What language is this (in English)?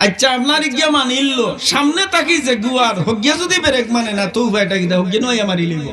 Sylheti